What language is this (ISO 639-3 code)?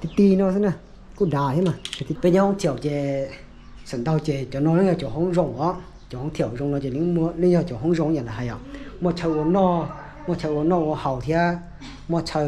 hmn